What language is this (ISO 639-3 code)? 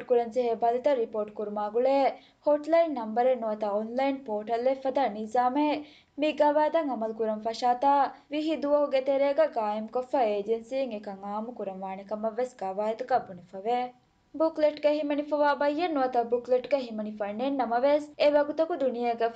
div